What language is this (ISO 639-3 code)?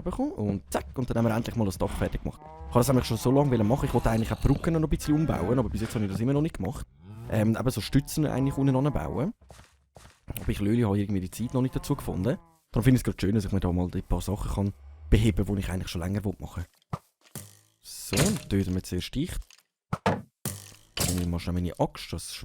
gsw